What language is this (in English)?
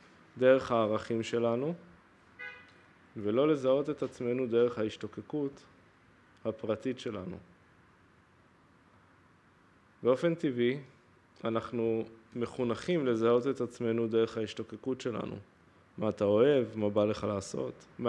Hebrew